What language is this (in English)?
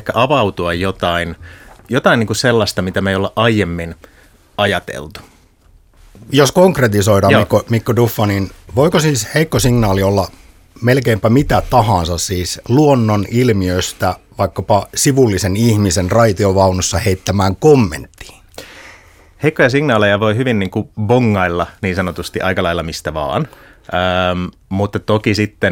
Finnish